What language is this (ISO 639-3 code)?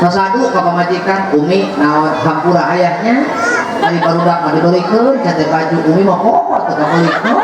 sun